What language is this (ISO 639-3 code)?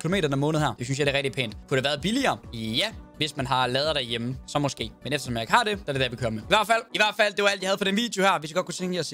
dan